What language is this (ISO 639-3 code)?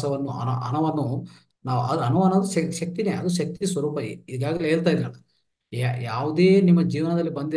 kan